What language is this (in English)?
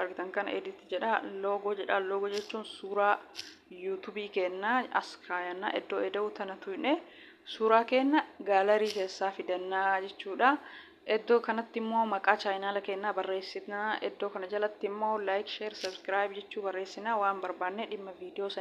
Oromo